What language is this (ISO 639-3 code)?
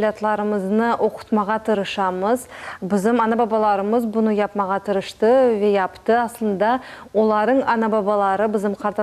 crh